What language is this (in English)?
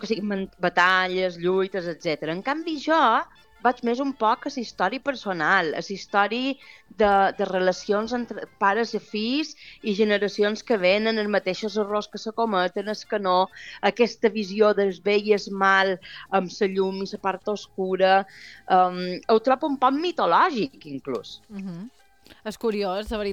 Catalan